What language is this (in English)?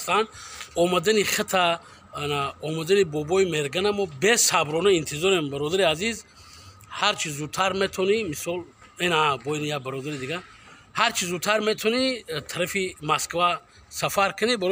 Tajik